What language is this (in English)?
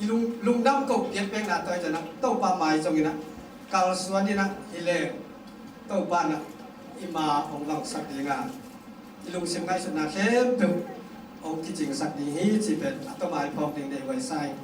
Tedim Chin